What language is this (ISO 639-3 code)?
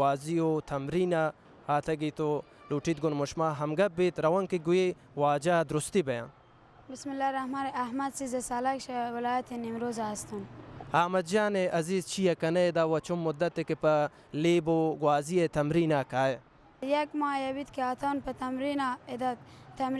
bal